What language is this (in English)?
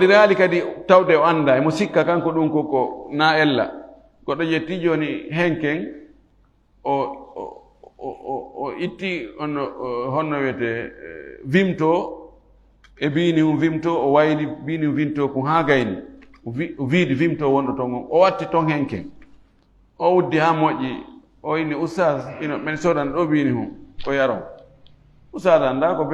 Fula